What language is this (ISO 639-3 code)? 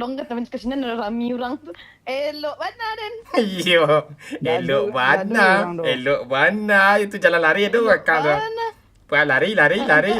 min